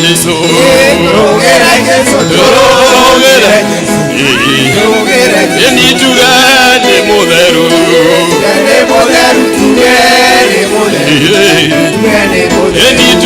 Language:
Kikuyu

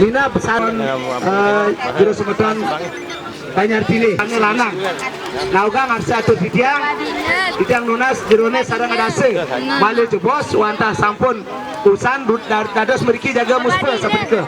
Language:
Balinese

